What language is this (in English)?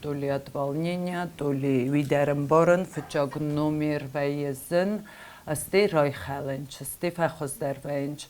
Ossetic